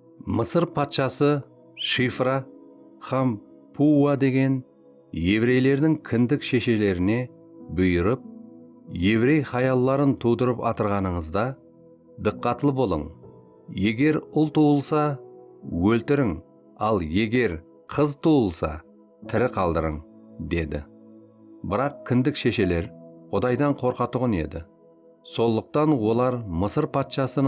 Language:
Kara-Kalpak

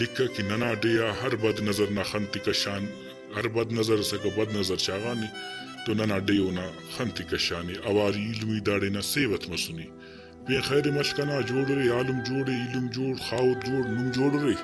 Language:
Brahui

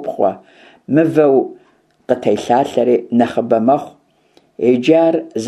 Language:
Kabardian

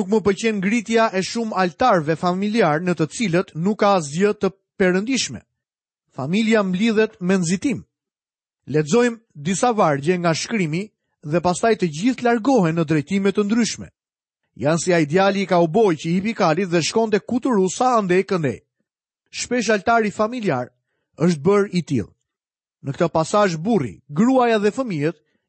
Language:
Albanian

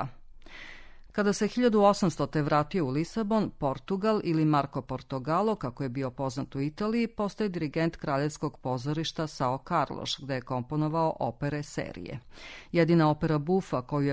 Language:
Serbian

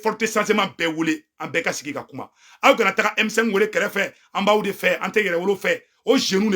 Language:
Bambara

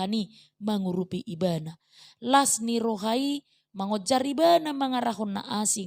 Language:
Batak Toba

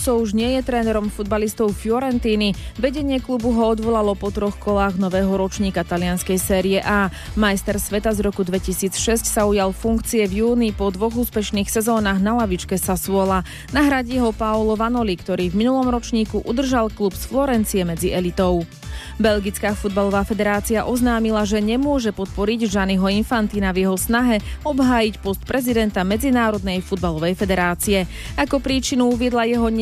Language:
Slovak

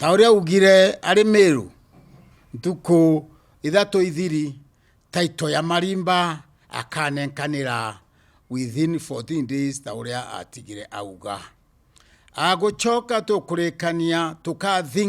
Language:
Meru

